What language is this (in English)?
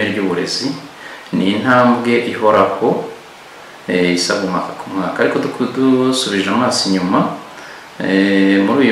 Kinyarwanda